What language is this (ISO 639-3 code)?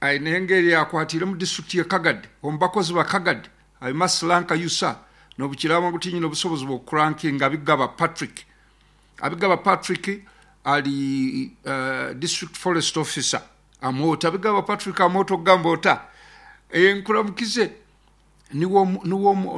nyn